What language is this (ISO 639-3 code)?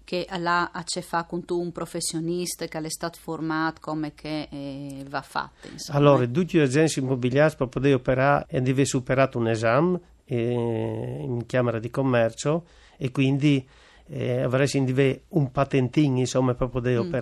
fur